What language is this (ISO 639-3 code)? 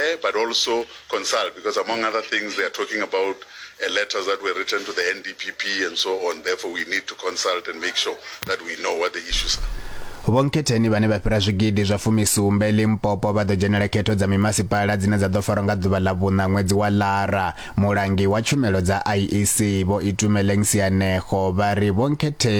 ven